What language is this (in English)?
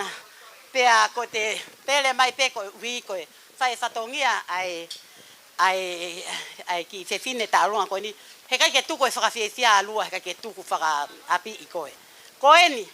Tongan